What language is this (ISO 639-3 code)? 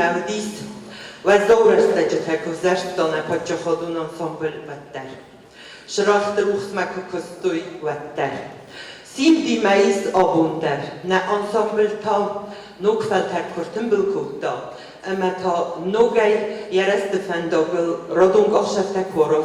oss